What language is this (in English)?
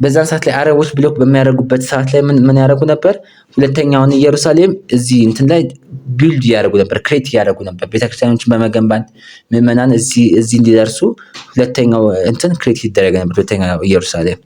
Amharic